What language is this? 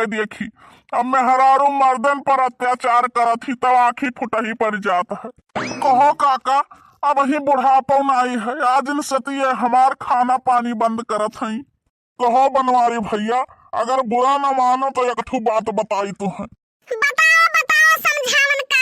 Awadhi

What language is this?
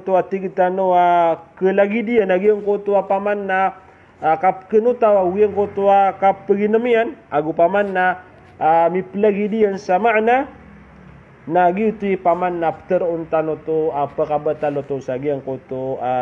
Maranao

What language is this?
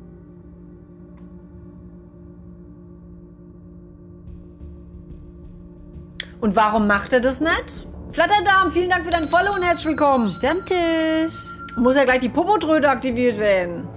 German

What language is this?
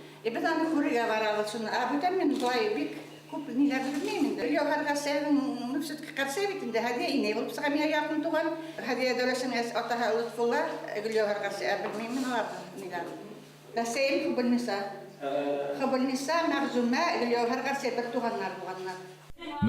Bashkir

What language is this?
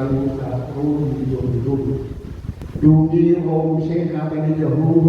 Batak Toba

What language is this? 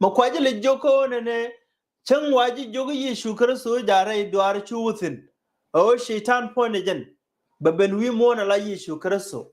Nuer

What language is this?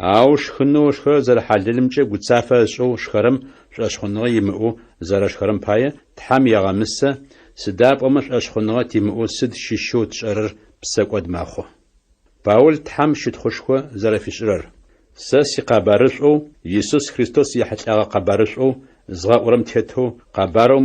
Adyghe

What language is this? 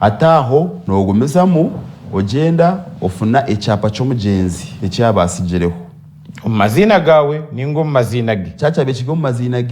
Nyankole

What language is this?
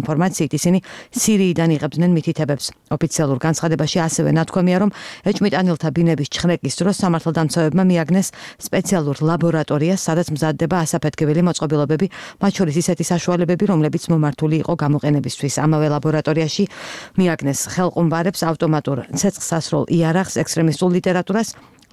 Georgian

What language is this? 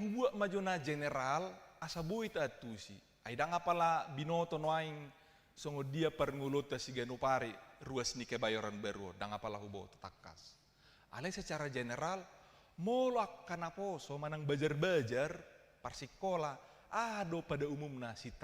Batak Toba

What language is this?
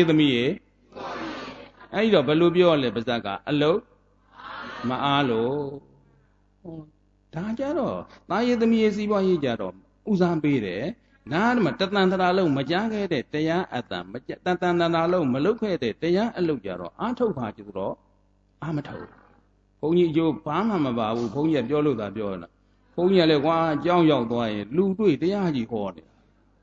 Burmese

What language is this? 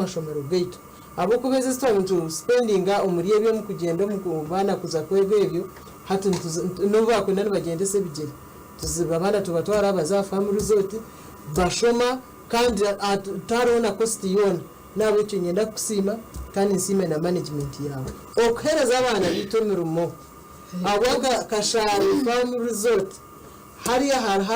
Nyankole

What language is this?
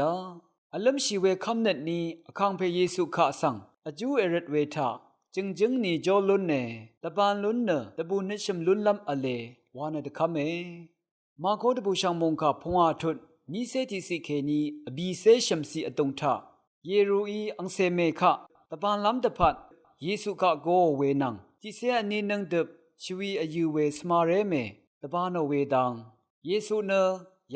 Rawang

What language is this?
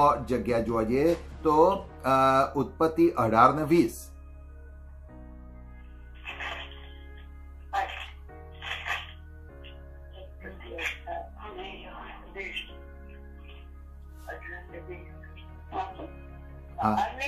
Gujarati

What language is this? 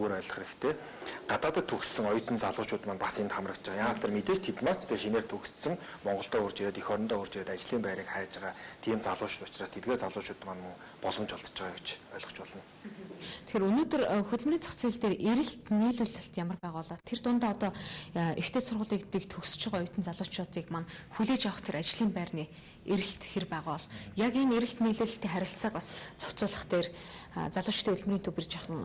Mongolian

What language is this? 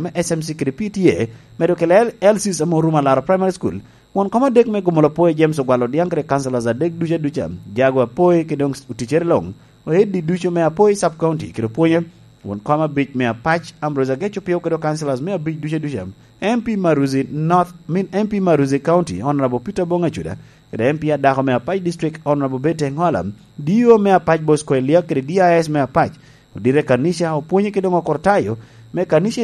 Lango (Uganda)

